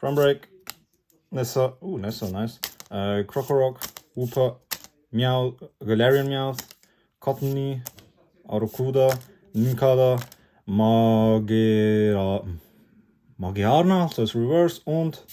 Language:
Swiss German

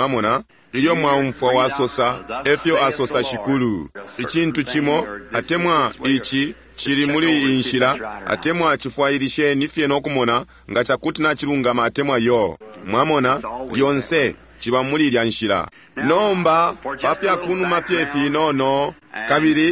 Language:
Bemba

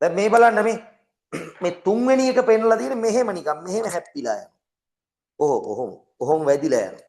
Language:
Sinhala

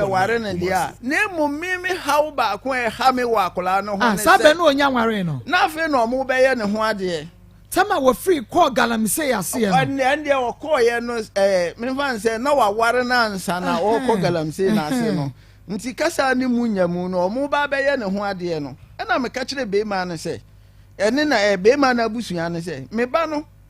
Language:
Akan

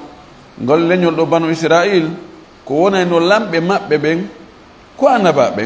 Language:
Fula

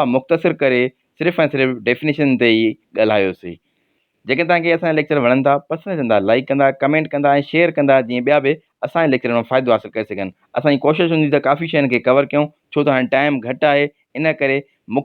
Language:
Sindhi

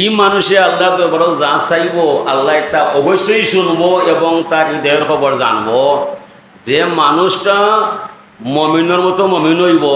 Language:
Sylheti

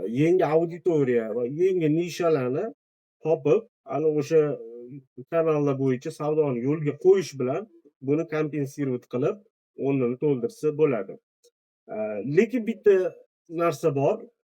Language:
Uzbek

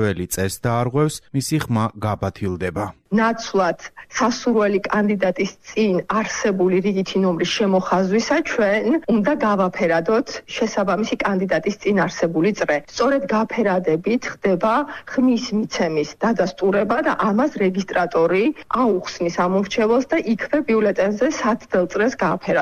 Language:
Georgian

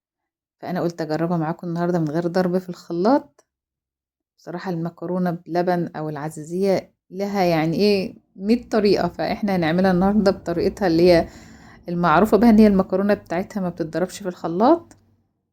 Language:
Egyptian Arabic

